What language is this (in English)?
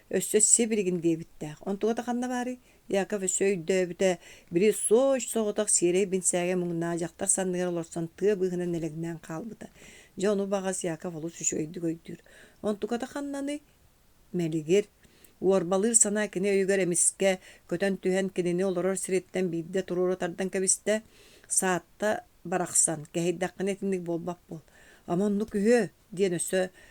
Yakut